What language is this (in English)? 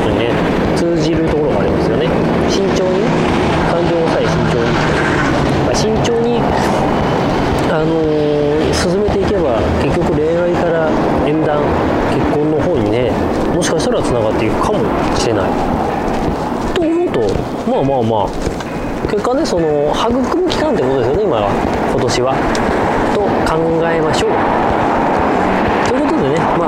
Japanese